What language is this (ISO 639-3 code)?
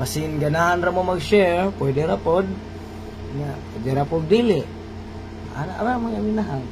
ceb